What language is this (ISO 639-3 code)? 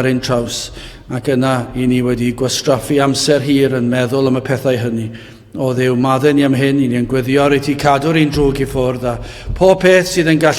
cym